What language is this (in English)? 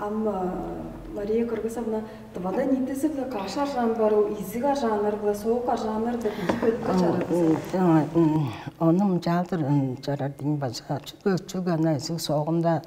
Tuvinian